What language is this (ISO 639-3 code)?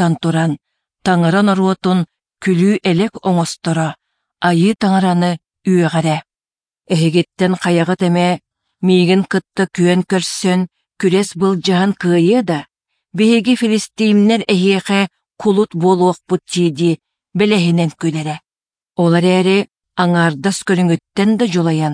sah